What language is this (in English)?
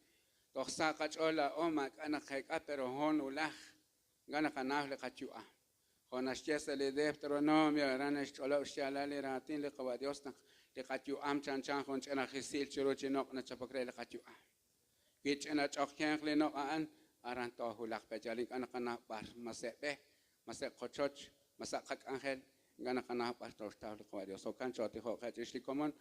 Kekchí